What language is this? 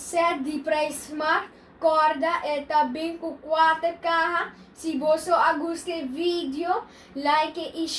Papiamento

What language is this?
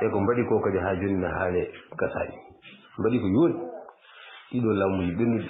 Fula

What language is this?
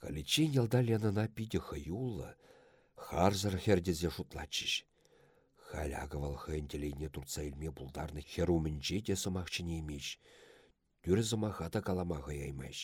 Chuvash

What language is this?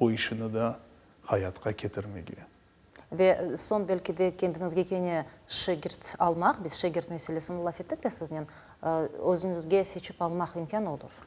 Crimean Tatar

